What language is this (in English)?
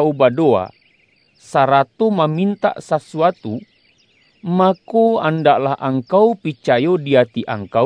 Minangkabau